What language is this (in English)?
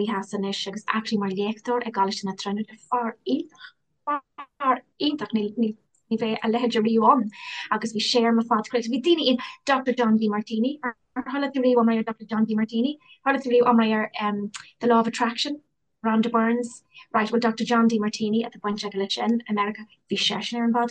Irish